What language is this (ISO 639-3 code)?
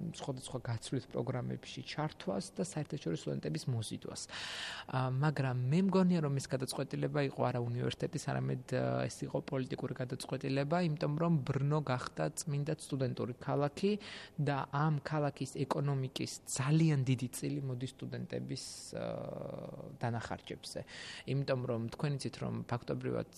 kat